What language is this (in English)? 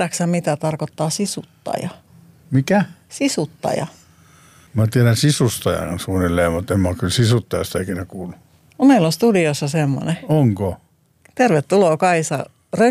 Finnish